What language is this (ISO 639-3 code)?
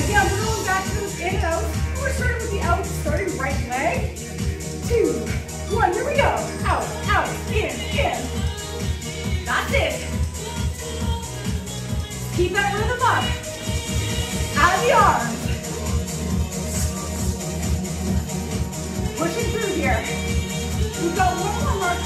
eng